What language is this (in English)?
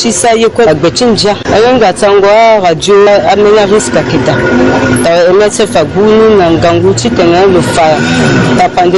Sango